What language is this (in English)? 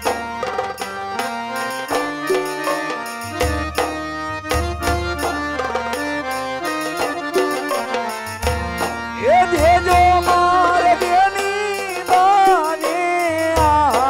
Gujarati